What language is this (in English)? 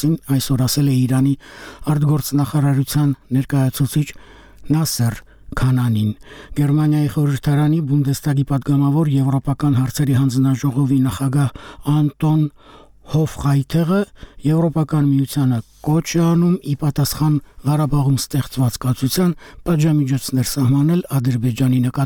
Armenian